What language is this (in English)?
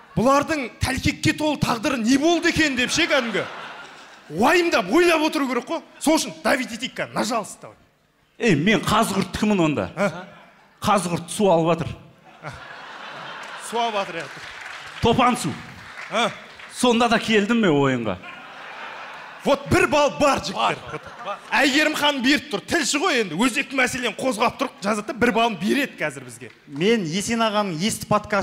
Kazakh